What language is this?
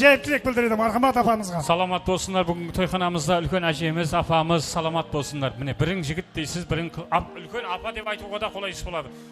Kara-Kalpak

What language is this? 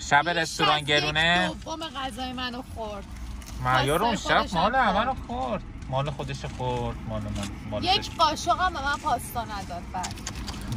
Persian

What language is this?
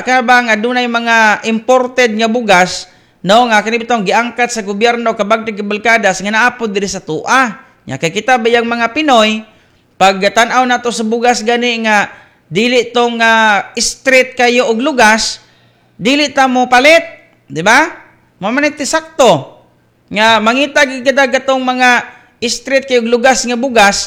Cebuano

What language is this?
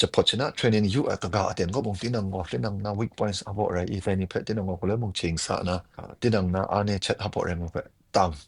Kachin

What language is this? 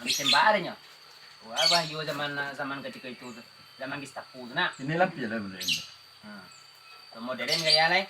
Minangkabau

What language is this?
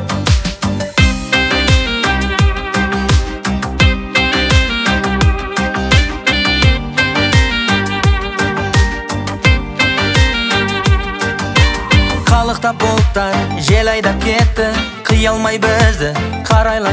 Kazakh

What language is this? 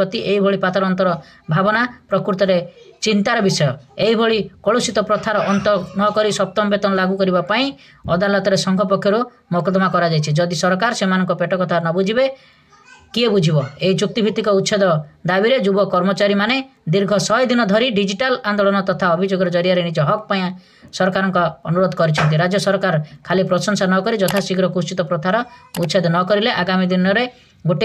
Odia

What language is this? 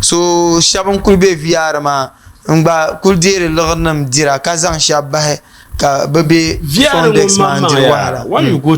Dagbani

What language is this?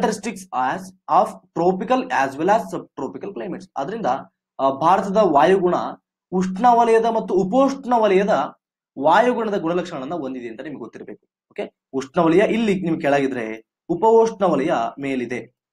Kannada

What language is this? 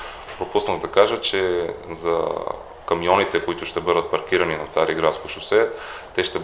Bulgarian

